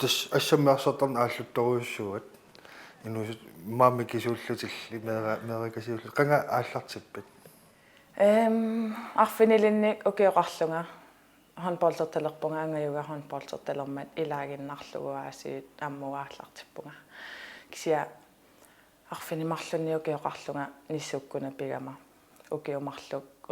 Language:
Kalaallisut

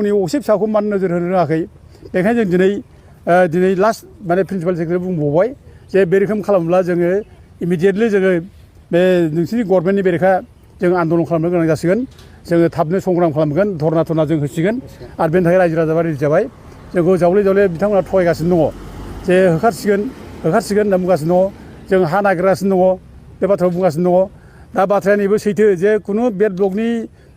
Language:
Bodo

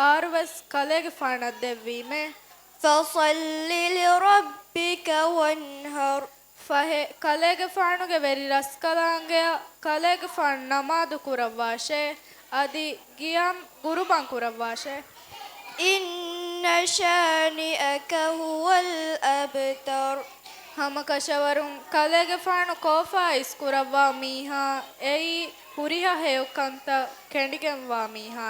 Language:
Divehi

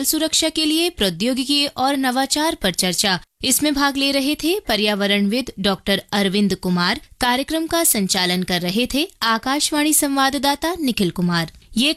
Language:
Hindi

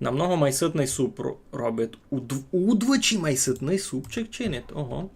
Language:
Rusyn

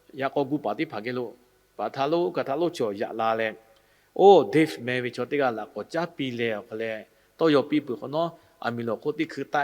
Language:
Lahu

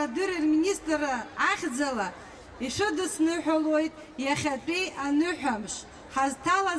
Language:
Abkhazian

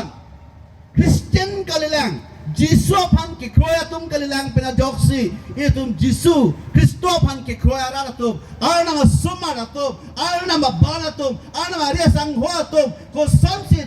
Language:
Karbi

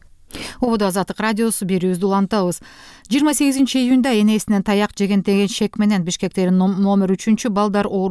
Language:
Kyrgyz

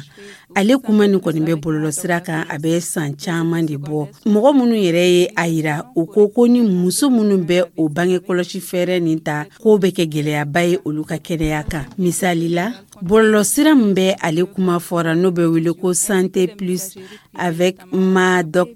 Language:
Dyula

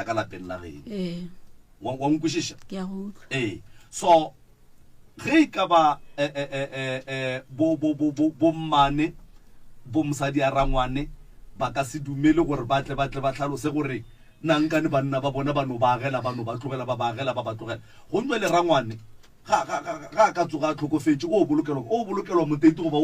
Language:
Northern Sotho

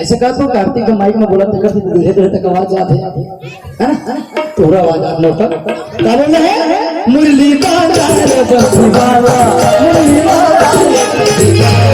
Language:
Chhattisgarhi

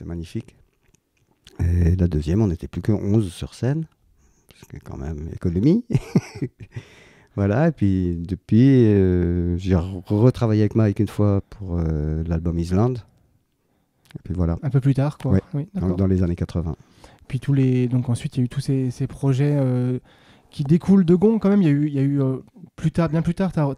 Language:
French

